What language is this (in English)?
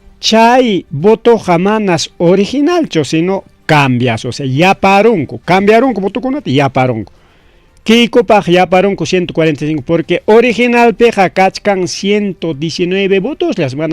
Ayacucho Quechua